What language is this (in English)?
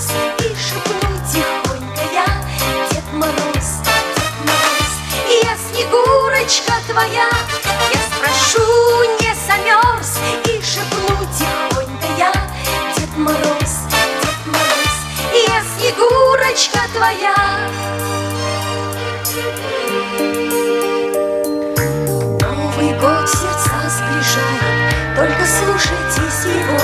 Russian